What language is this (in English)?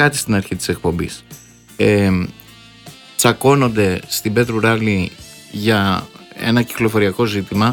Greek